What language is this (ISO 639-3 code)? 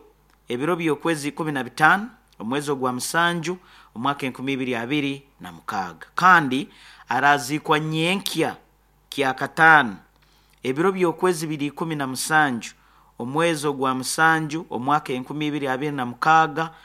nyo